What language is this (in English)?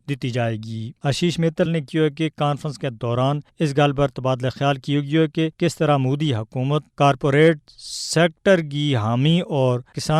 Gujari